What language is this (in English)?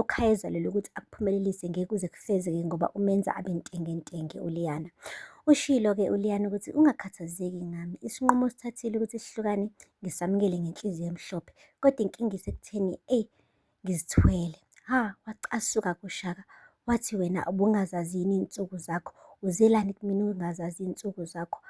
Zulu